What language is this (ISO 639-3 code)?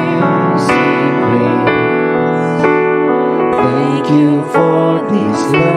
ind